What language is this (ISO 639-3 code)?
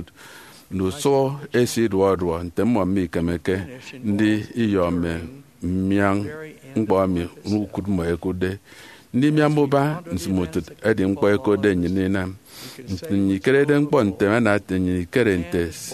efi